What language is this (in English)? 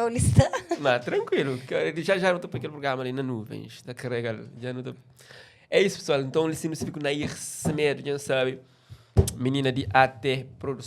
Kabuverdianu